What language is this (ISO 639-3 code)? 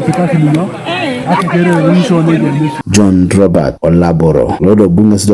teo